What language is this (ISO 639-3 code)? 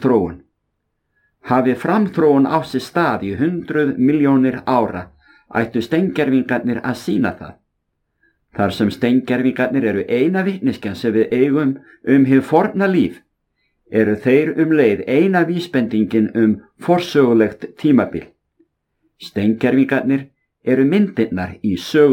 isl